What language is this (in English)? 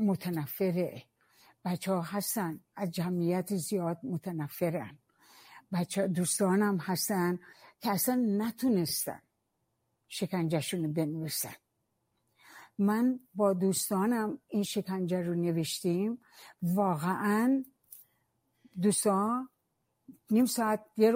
Persian